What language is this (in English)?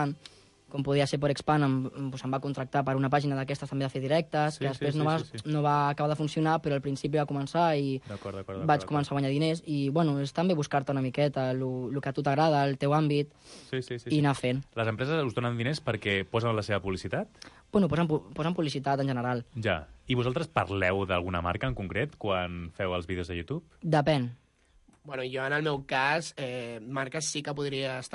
Catalan